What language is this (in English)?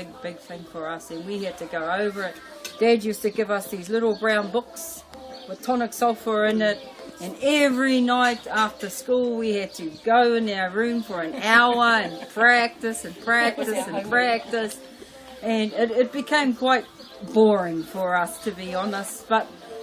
Māori